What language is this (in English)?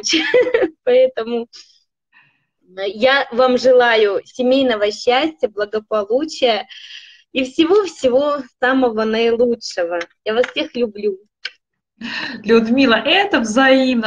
Russian